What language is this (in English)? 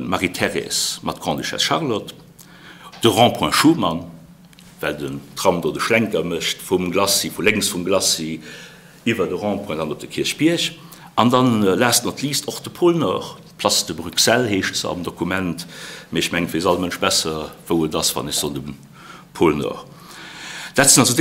Luxembourgish